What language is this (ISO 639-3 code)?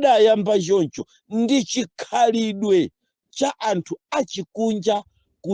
nya